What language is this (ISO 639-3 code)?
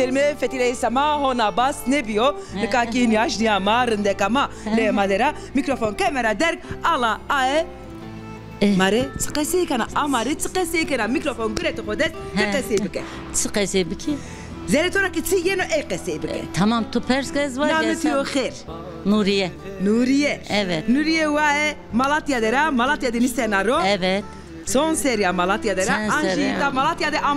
zza